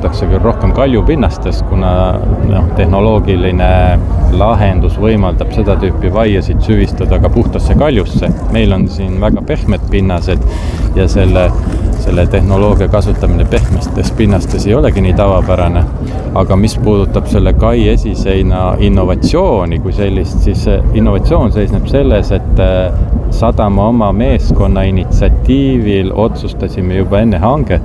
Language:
Estonian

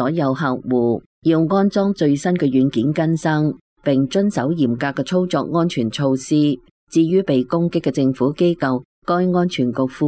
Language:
Cantonese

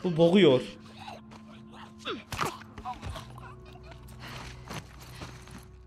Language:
Turkish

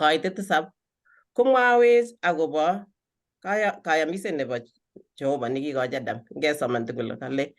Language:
Kalenjin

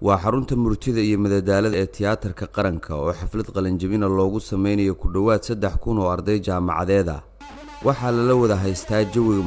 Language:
Somali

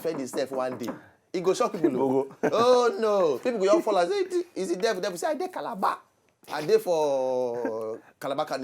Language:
Nigerian Pidgin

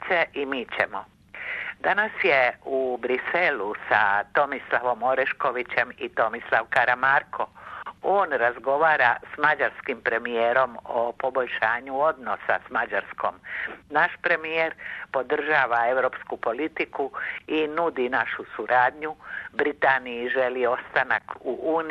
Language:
Croatian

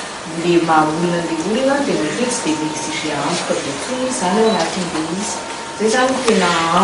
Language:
Malagasy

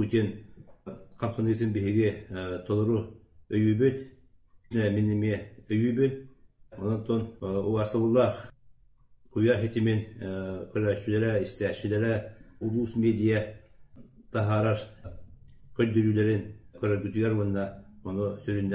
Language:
Yakut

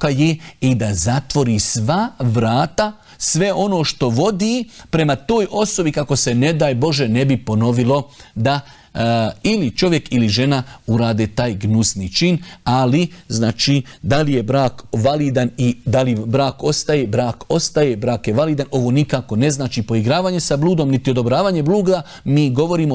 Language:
Bosnian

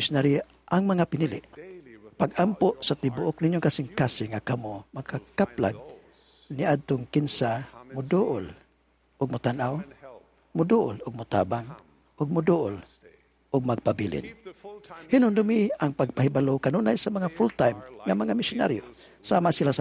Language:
Cebuano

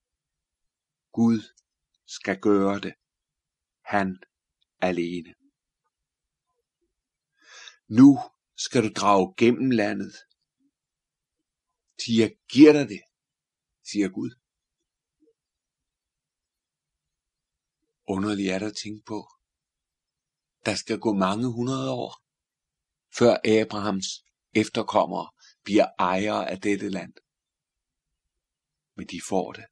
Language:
Danish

